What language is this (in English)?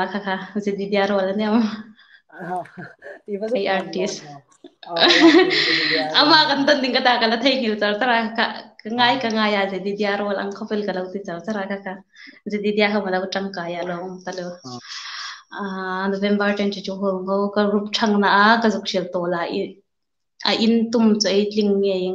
Hmar